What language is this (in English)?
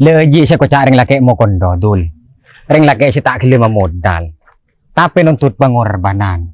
Madurese